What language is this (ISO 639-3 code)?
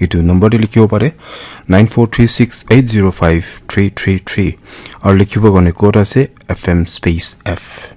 nag